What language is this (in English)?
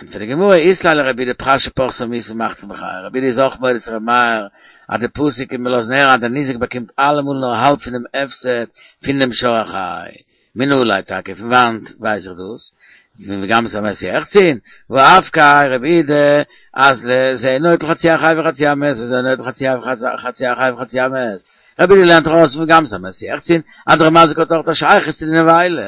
Yiddish